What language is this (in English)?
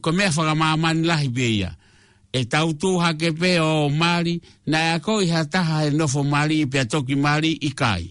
Tongan